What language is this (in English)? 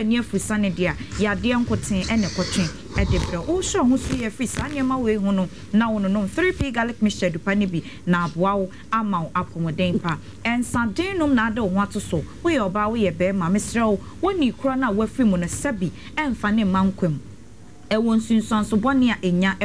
Akan